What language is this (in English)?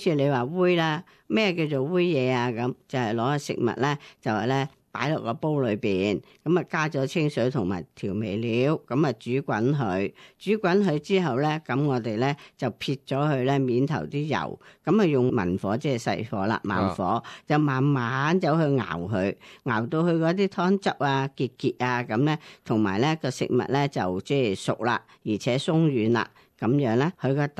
Cantonese